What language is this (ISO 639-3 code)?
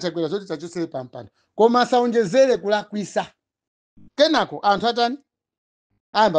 nya